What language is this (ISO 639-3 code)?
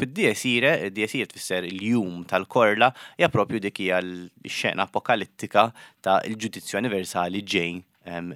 mlt